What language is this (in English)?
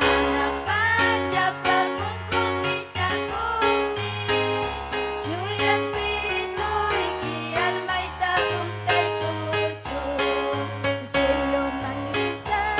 Ayacucho Quechua